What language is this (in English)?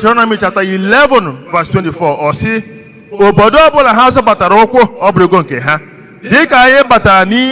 Igbo